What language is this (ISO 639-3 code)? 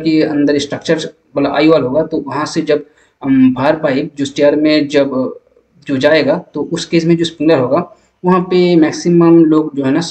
hin